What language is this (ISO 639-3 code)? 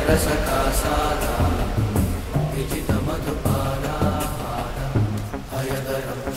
tel